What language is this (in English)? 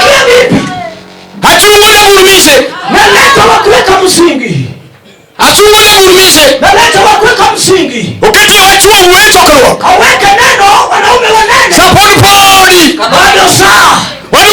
Luo (Kenya and Tanzania)